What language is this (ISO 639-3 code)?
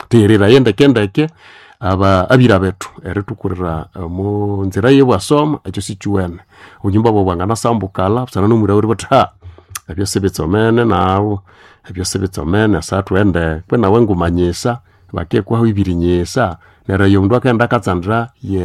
nnb